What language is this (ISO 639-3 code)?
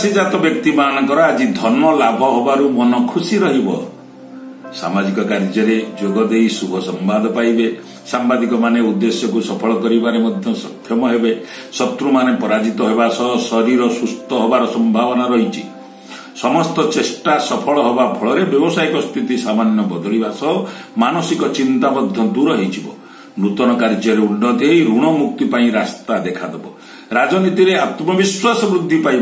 ori